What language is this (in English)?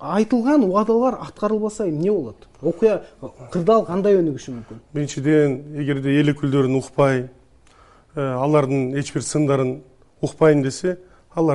Kyrgyz